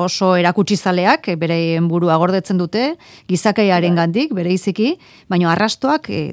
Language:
Basque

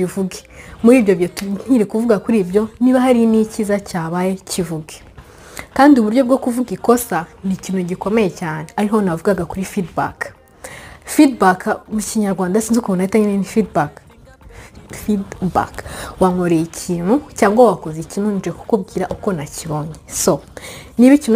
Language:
Kinyarwanda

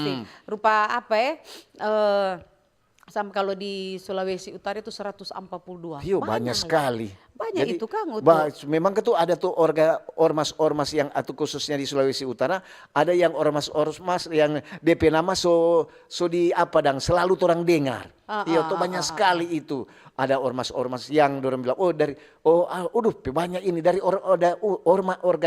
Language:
Manado Malay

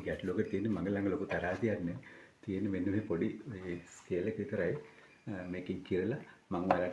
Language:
Sinhala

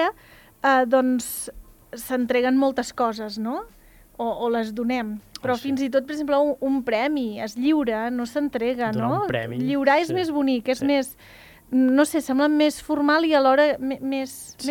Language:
Catalan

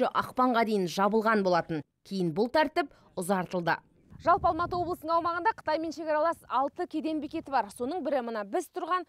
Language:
Kazakh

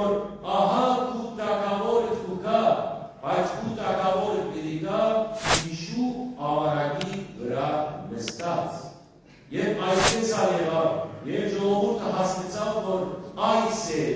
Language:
Western Armenian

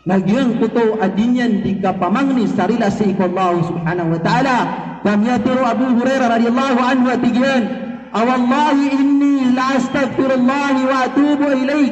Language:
Maranao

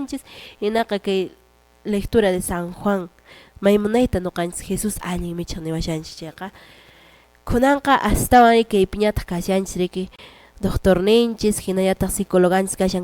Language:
Quechua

